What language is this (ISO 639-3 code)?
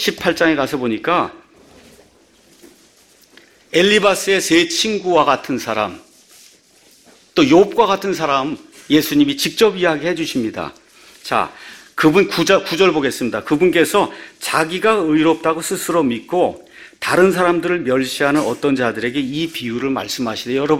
kor